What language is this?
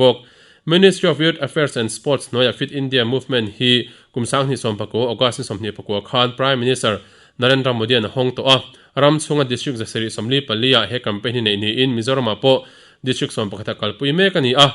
Mizo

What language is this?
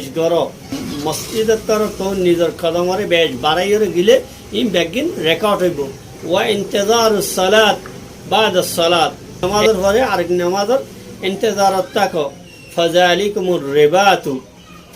Rohingya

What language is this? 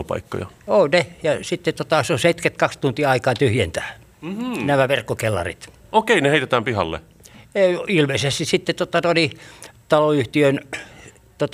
Finnish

